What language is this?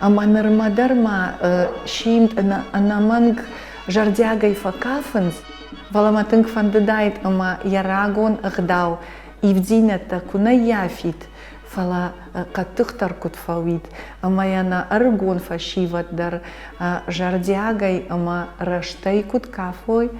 Ossetic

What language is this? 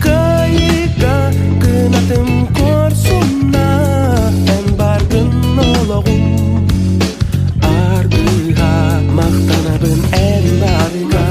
Yakut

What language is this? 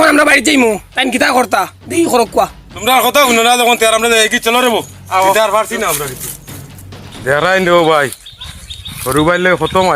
Sylheti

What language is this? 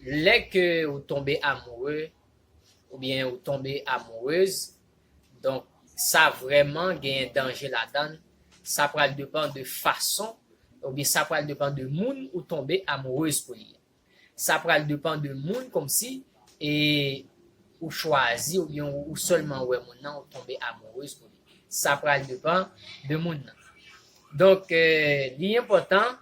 Haitian Creole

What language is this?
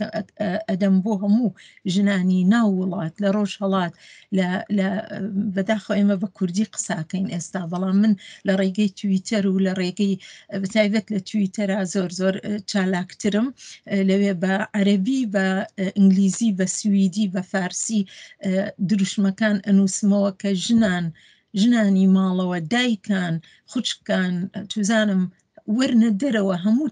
Central Kurdish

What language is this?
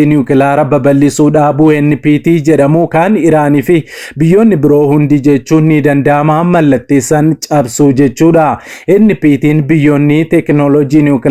Oromo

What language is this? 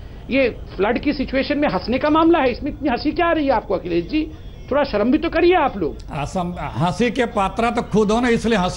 Hindi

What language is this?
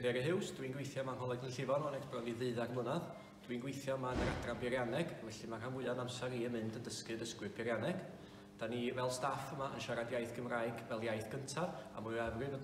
Welsh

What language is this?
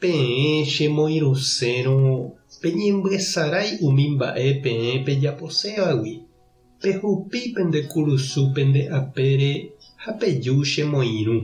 Guarani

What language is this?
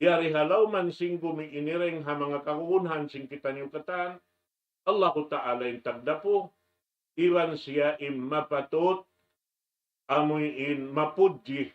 Tausug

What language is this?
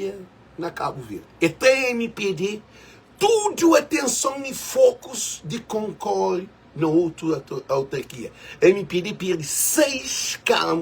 Kabuverdianu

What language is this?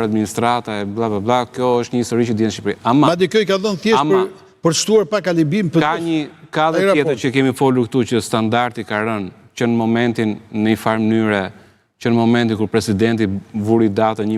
Albanian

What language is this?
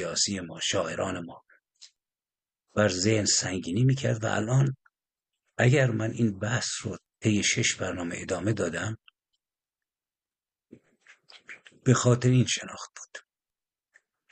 Persian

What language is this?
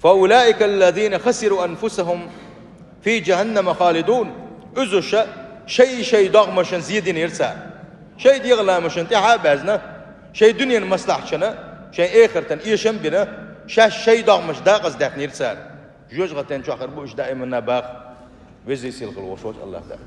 Chechen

